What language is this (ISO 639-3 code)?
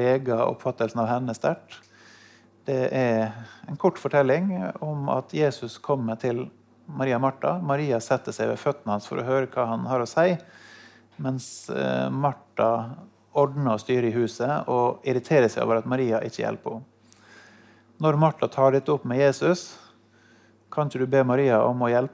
nor